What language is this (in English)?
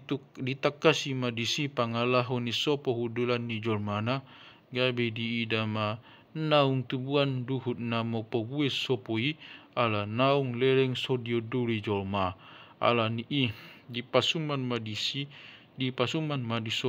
Batak Toba